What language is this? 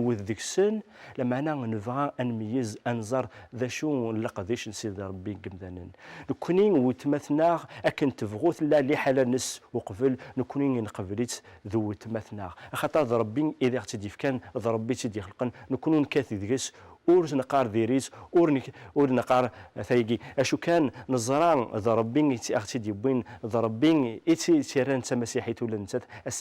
Kabyle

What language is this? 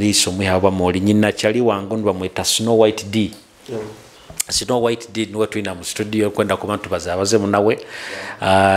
Nyoro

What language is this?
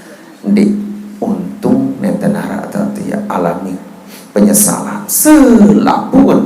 Sasak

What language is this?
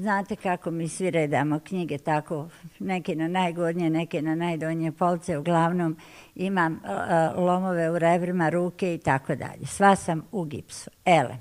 Bosnian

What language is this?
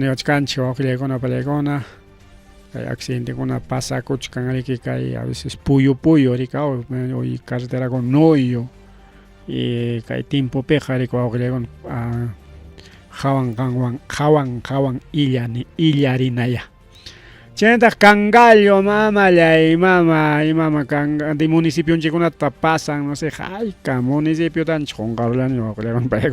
Ayacucho Quechua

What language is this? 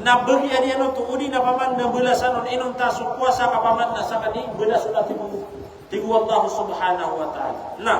Maranao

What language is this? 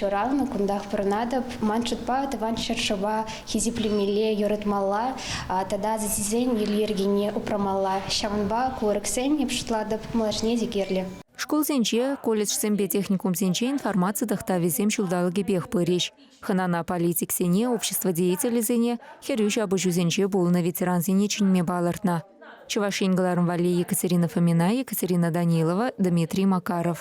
Chuvash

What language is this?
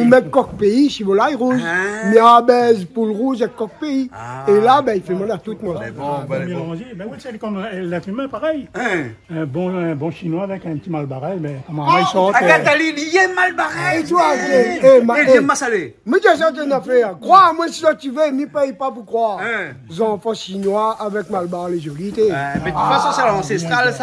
Réunion Creole French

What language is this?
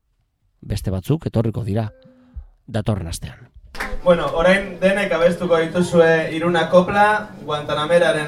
Basque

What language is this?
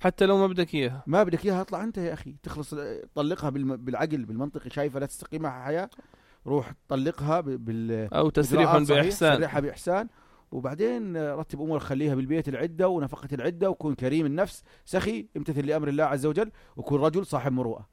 North Levantine Arabic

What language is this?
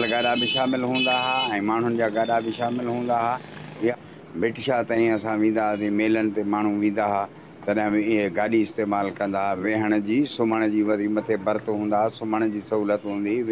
Sindhi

